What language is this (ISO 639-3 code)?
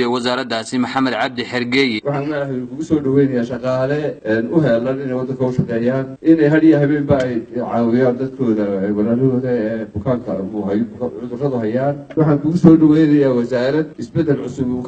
som